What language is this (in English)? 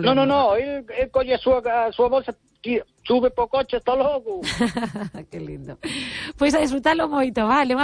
Galician